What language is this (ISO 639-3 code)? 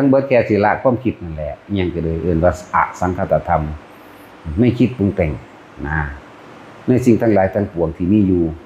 tts